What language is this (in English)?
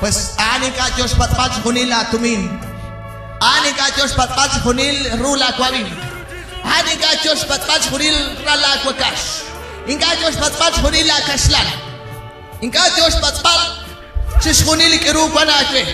Kekchí